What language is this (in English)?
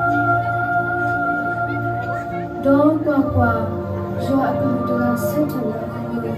S'gaw Karen